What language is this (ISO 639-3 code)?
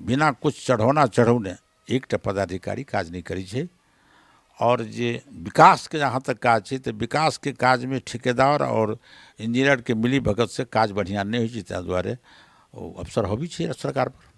mai